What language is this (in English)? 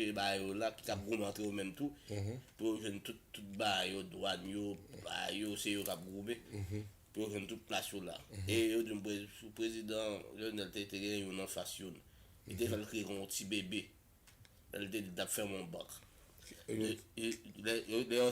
Haitian Creole